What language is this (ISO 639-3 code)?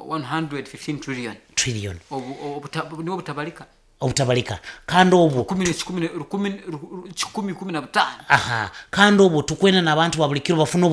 nyo